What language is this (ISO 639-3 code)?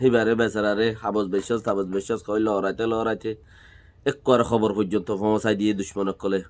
rhg